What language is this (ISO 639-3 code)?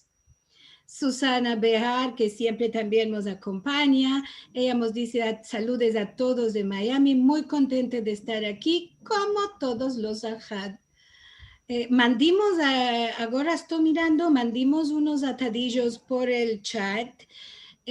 lad